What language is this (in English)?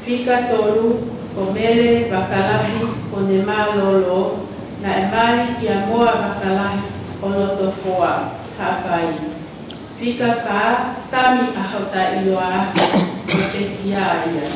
Tongan